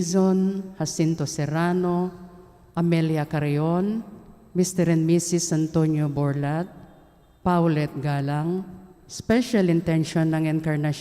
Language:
Pampanga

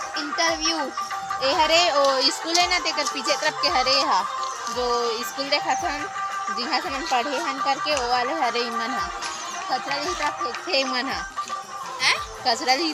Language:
Chhattisgarhi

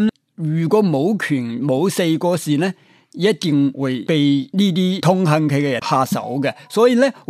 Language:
Cantonese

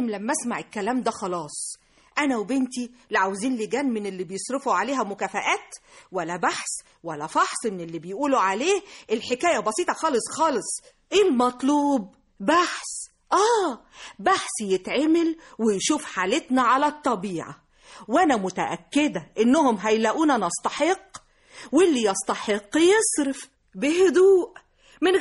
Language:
Egyptian Arabic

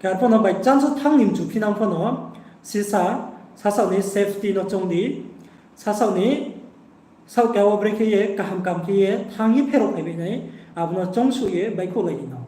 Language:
Riang (India)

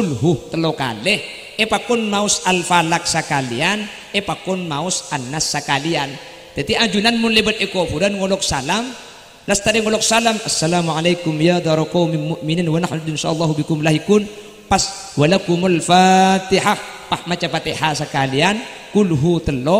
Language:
Madurese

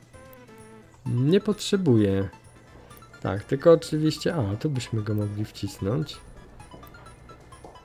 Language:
Polish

